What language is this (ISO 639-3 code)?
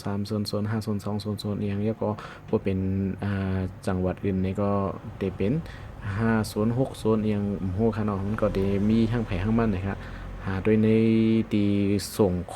shn